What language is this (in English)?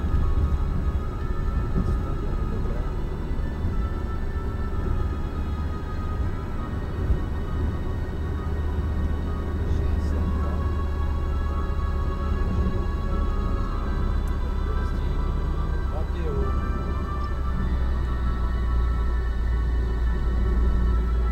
Slovak